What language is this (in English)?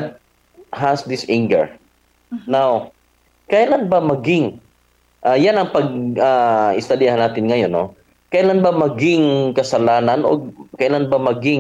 Filipino